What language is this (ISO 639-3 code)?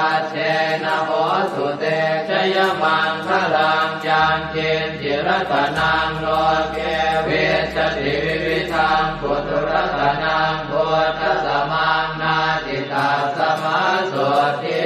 pli